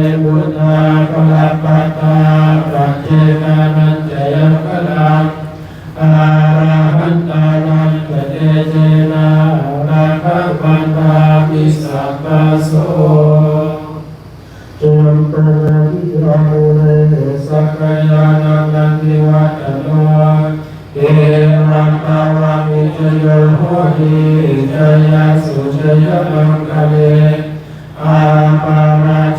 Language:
Pali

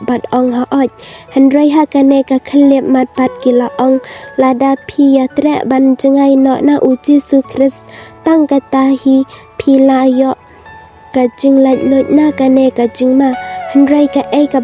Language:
Khasi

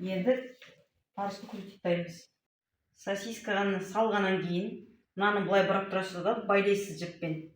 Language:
Kazakh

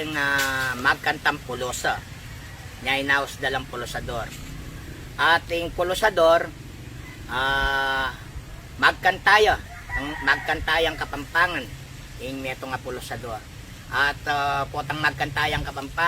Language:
Pampanga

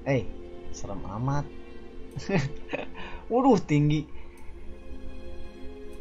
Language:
Indonesian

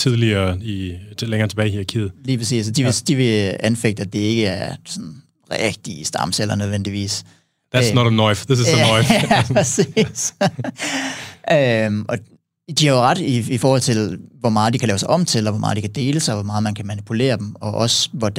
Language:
Danish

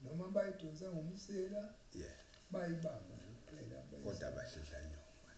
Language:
Zulu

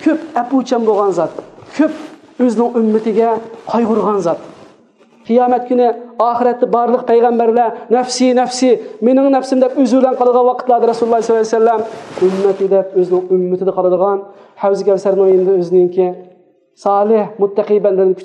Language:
Uyghur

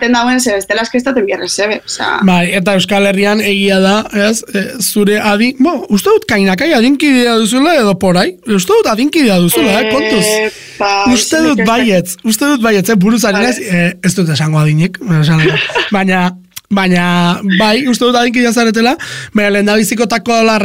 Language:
Basque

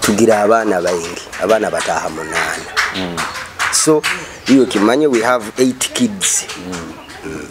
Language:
Nyoro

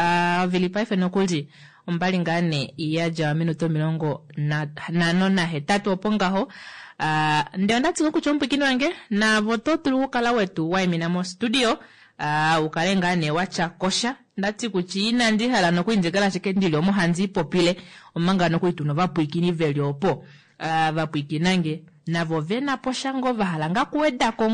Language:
Kuanyama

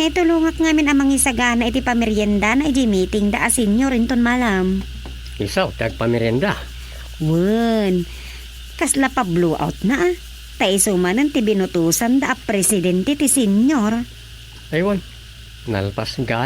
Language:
Iloko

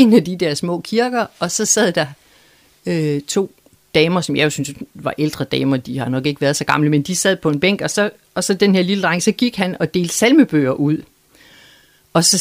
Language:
Danish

